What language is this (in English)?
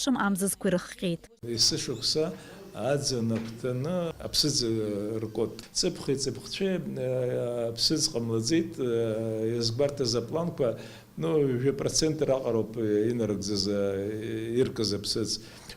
Abkhazian